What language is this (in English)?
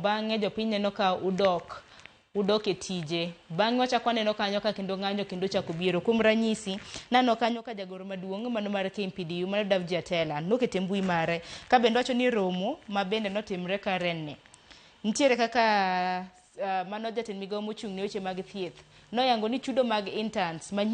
Luo (Kenya and Tanzania)